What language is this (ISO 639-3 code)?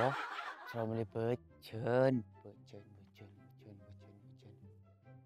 mad